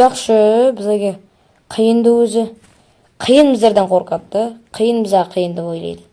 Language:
Uzbek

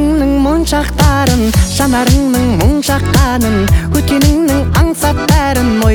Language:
Kazakh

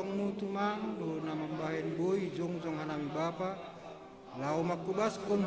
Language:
Batak Simalungun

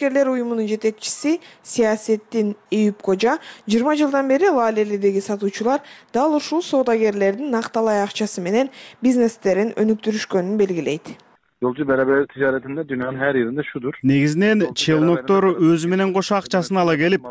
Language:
Kyrgyz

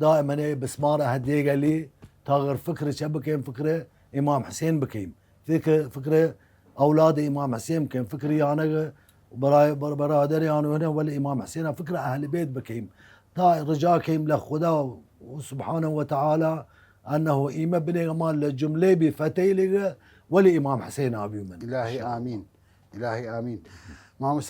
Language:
Southern Kurdish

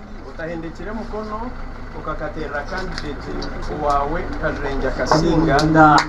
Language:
Nyankole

